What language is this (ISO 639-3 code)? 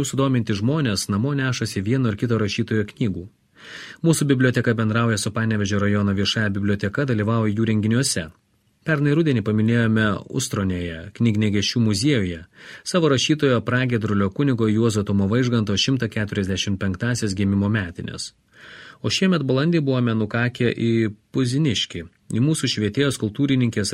lit